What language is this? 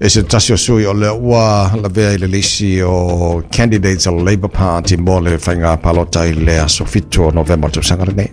Samoan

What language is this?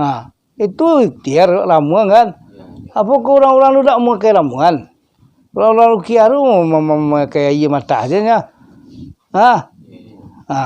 Minangkabau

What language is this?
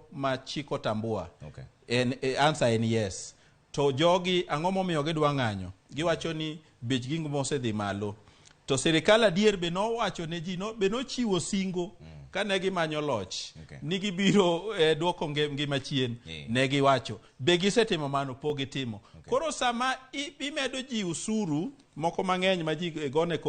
Luo (Kenya and Tanzania)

